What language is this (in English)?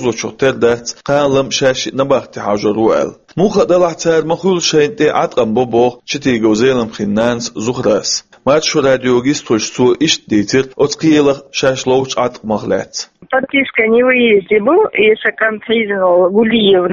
Chechen